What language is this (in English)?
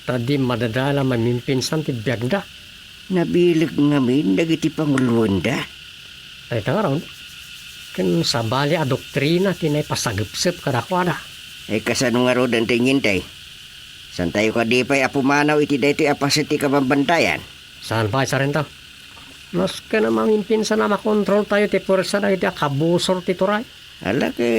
Iloko